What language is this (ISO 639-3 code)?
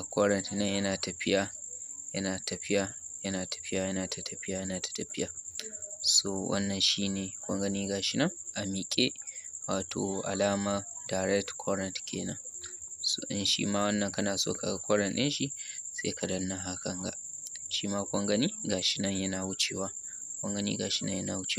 hau